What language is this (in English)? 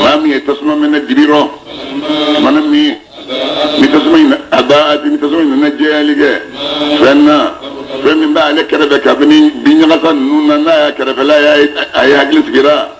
Bambara